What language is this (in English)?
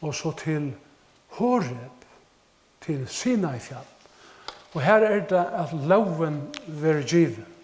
Faroese